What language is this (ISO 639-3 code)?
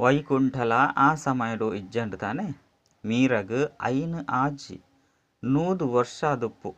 tcy